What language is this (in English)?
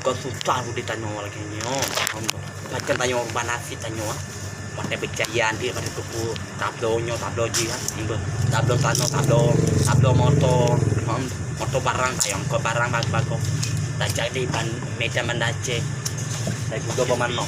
Achinese